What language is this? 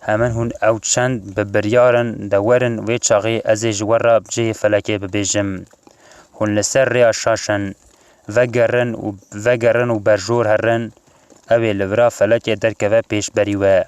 Kurdish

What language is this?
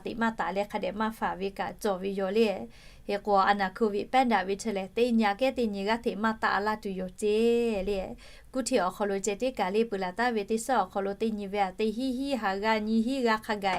Lahu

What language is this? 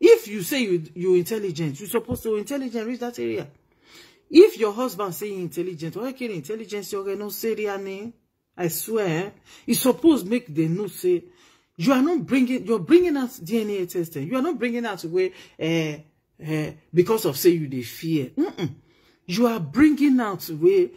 Nigerian Pidgin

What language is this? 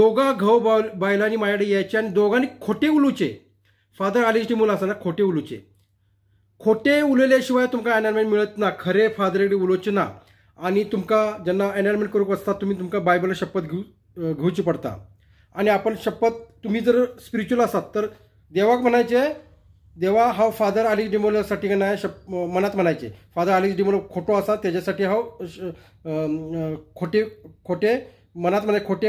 Konkani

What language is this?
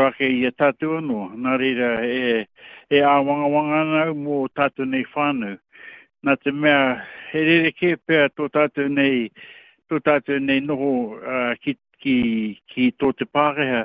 Māori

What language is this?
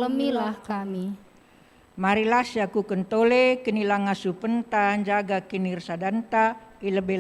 Batak Karo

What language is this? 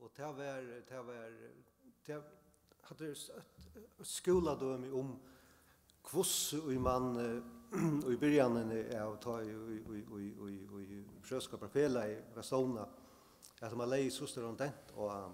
Faroese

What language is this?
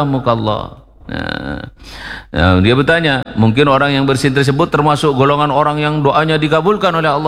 Indonesian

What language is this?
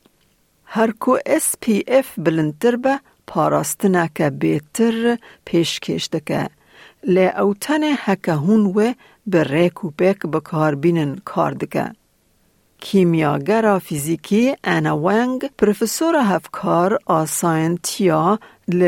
Kurdish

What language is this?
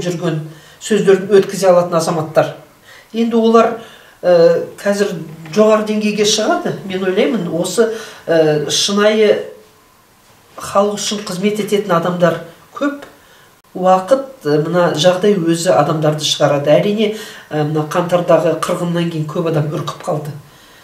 Kazakh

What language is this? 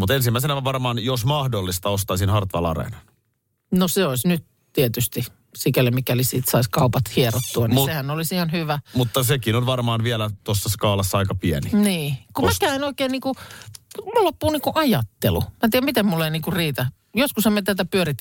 Finnish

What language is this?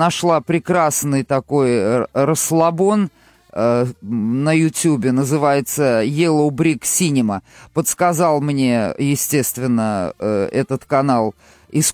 Russian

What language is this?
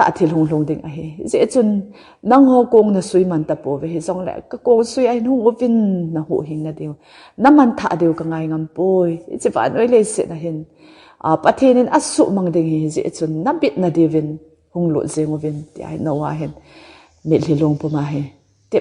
Thado Chin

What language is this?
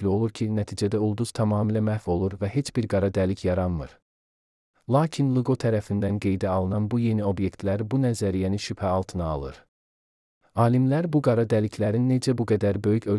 Azerbaijani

